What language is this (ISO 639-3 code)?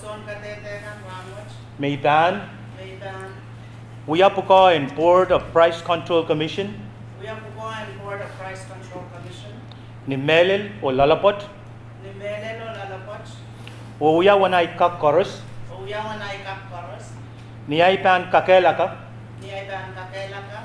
pon